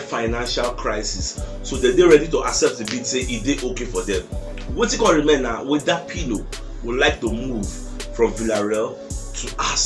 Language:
Nigerian Pidgin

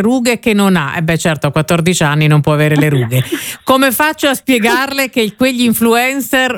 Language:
Italian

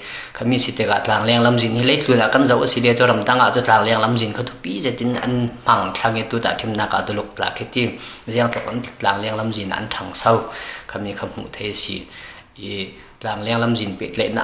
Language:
Falam Chin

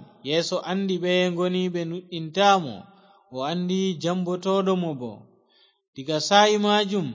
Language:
Fula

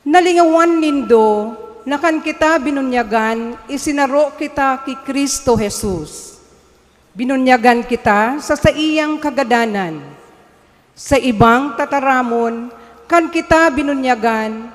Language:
Bikol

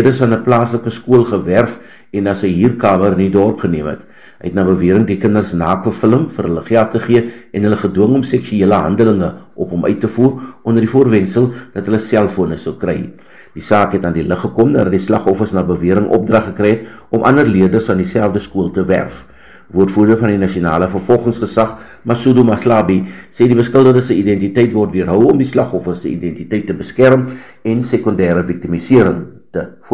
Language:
Afrikaans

